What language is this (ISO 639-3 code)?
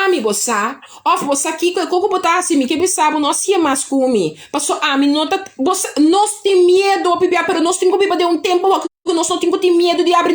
pap